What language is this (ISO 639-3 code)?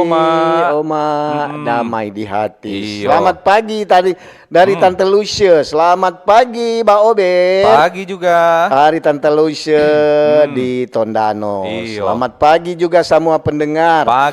xmm